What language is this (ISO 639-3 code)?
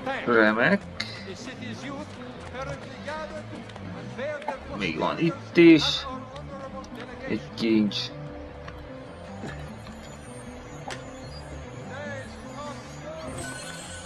hun